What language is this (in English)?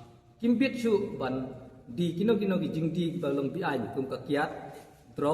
Khasi